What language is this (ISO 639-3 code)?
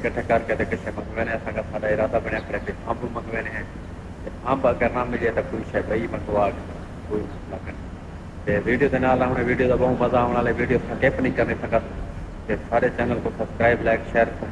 skr